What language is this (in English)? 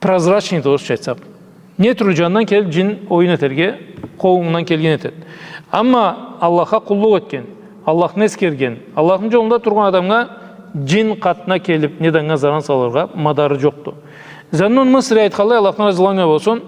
Karachay-Balkar